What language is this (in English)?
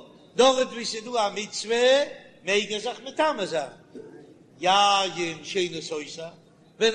Yiddish